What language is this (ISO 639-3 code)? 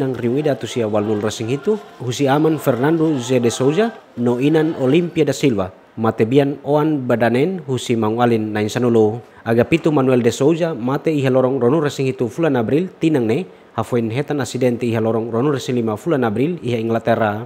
tet